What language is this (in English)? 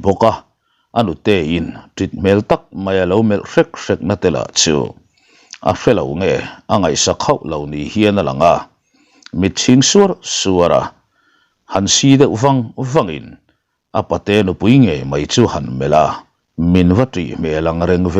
Mizo